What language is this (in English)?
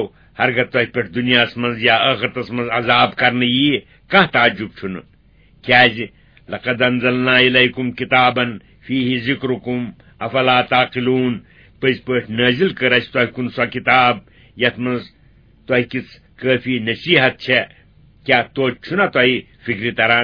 Kashmiri